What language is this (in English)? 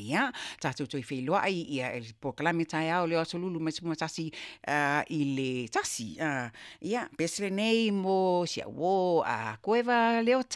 Samoan